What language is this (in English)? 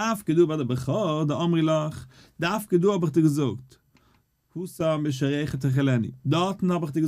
Yiddish